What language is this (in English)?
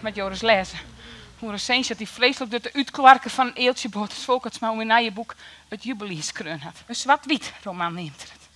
Western Frisian